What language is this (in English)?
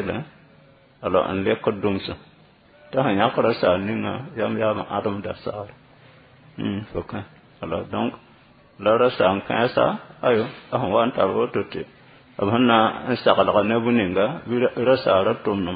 Mossi